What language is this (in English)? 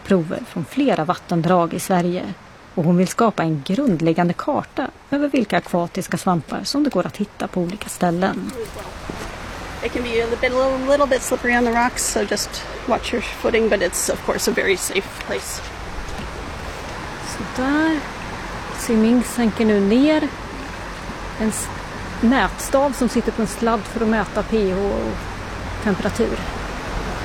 Swedish